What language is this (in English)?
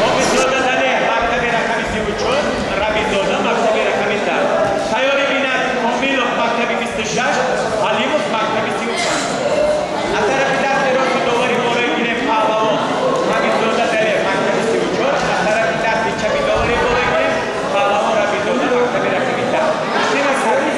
Tajik